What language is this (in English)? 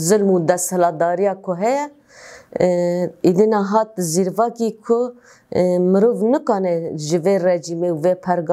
Kurdish